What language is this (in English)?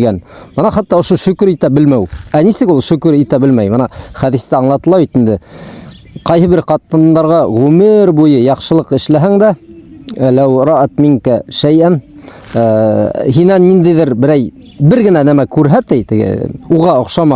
Bashkir